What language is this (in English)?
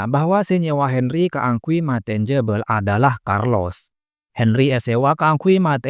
Madurese